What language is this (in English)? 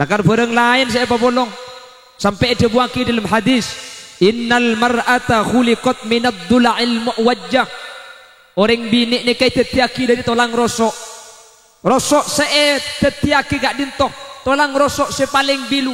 Madurese